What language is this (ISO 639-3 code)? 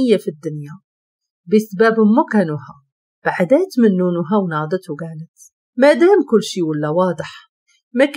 ary